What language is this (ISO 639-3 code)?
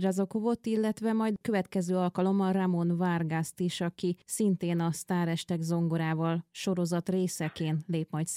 hun